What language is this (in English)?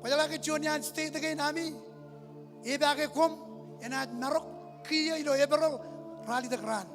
Marshallese